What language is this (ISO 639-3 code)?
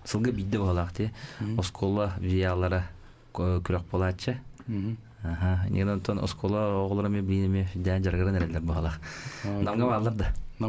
sah